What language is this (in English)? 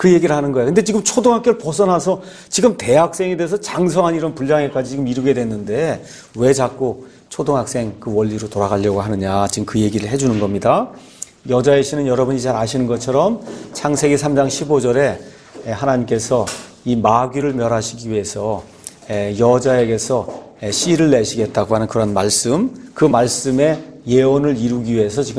Korean